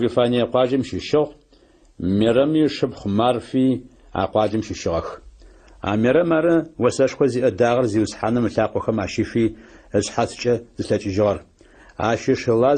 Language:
Adyghe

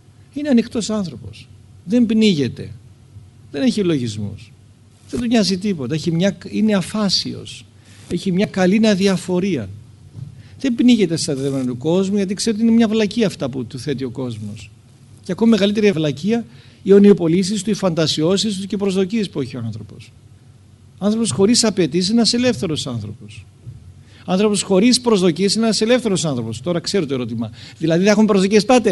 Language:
Greek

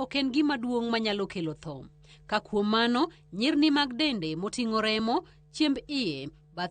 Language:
Luo (Kenya and Tanzania)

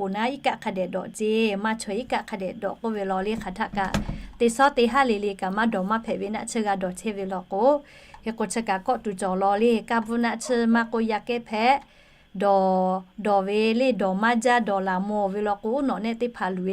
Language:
Lahu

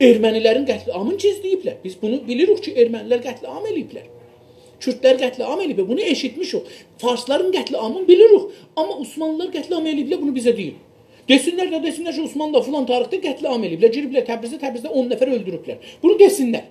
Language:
South Azerbaijani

